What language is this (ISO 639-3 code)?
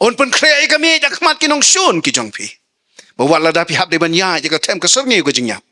kha